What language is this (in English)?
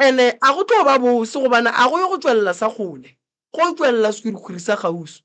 Northern Sotho